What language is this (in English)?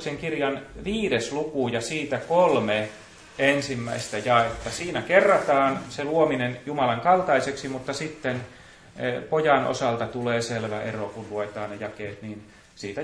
Finnish